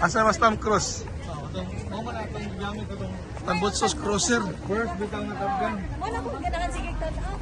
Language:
Cebuano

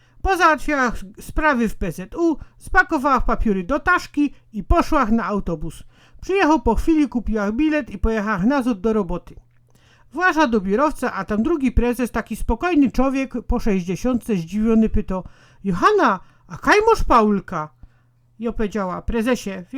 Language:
Silesian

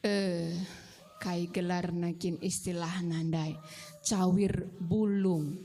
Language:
Batak Karo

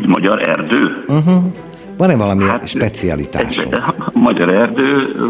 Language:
Hungarian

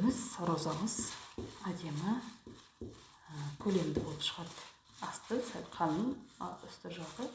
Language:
Kazakh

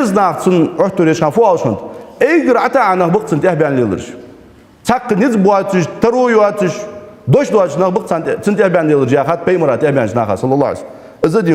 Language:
Ingush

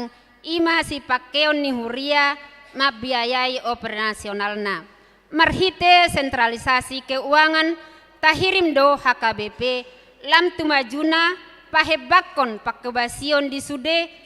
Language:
Batak Toba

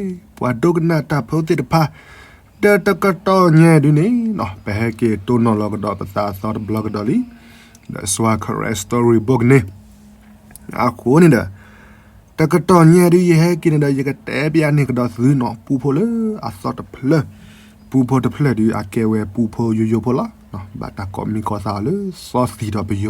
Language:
S'gaw Karen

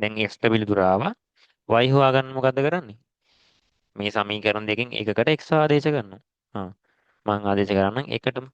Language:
Sinhala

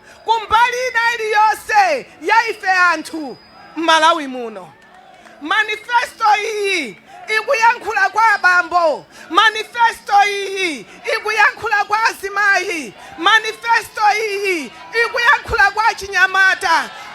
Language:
Nyanja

